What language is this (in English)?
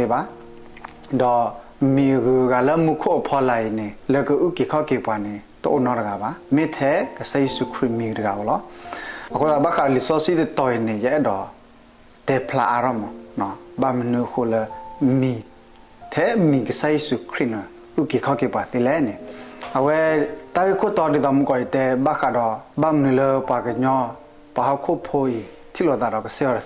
S'gaw Karen